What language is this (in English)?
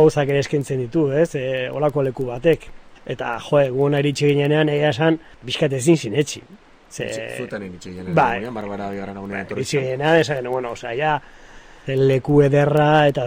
Basque